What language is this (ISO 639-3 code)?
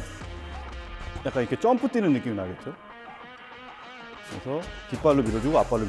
kor